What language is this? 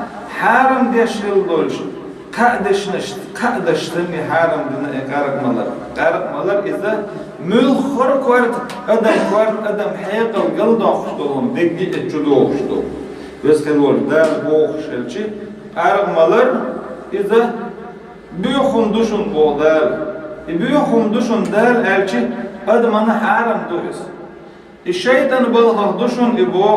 Chechen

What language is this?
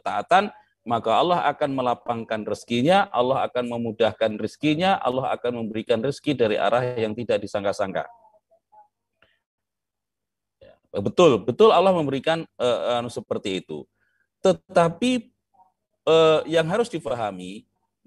Indonesian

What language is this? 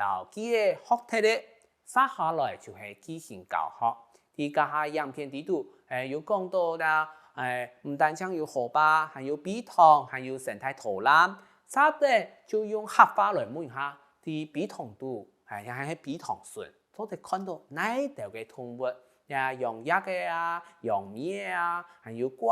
Hakka Chinese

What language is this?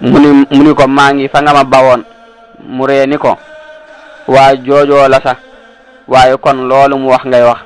Wolof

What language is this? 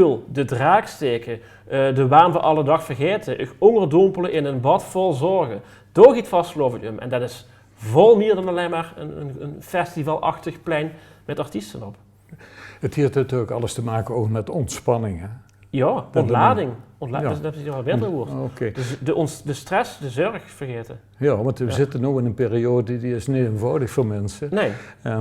Limburgish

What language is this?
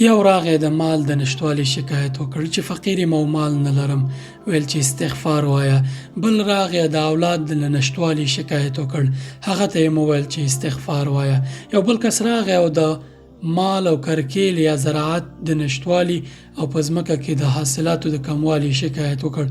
Pashto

